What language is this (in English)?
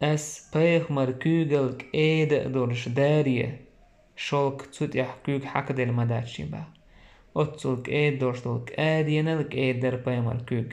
Chechen